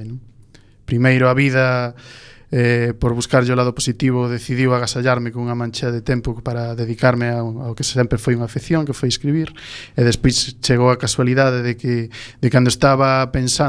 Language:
Galician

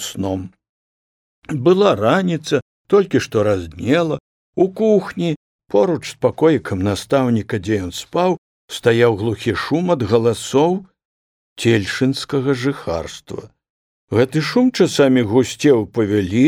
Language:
Belarusian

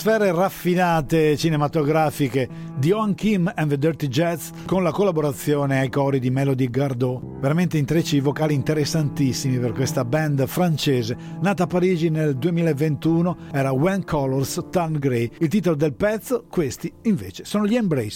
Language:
Italian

